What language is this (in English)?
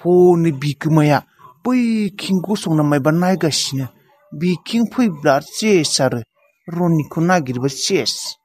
Bodo